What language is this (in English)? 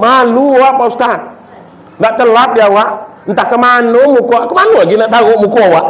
Minangkabau